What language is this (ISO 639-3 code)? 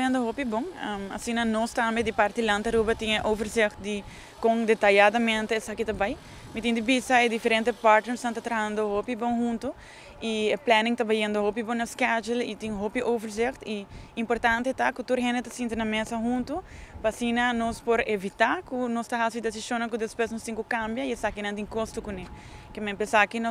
pap